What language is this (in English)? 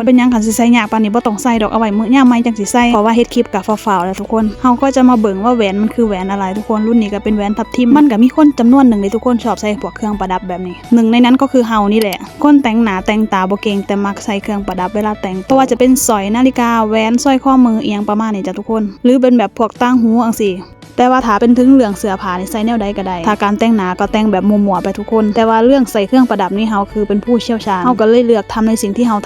Lao